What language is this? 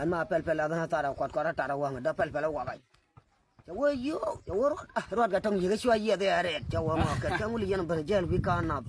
Nuer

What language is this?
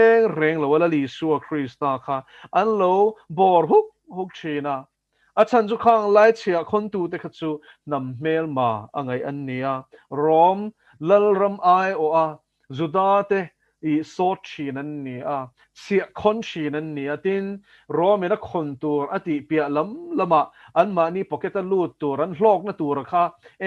Mizo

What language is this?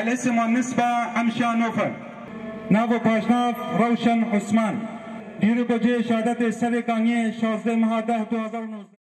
Kurdish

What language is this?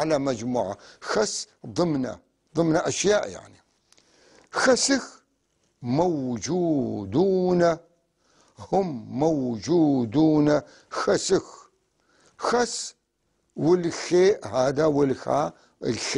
North Levantine Arabic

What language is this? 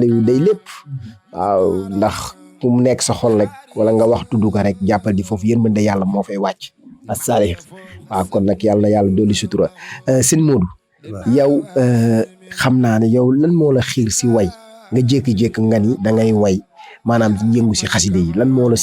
Wolof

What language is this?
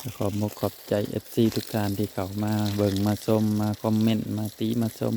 Northeastern Thai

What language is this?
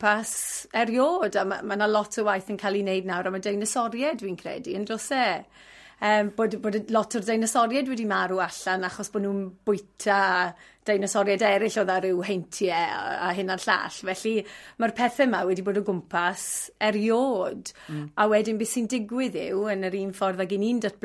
Welsh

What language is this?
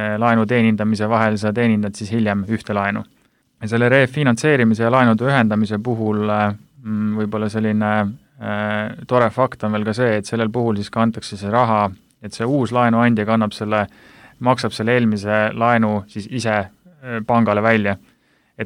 Estonian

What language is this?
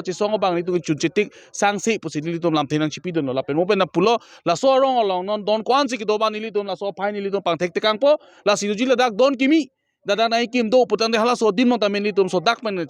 Karbi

